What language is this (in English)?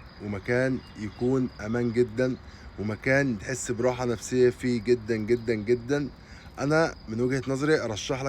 Egyptian Arabic